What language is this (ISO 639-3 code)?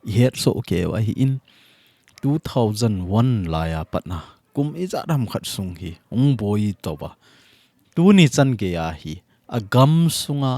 tcz